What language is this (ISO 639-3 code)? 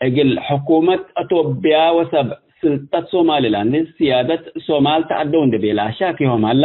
tig